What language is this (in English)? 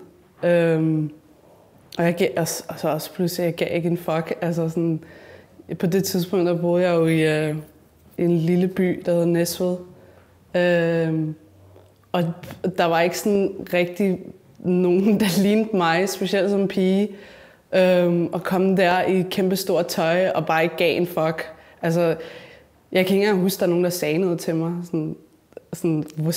Danish